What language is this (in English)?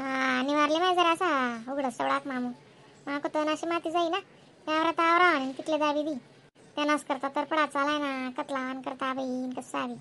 Khandesi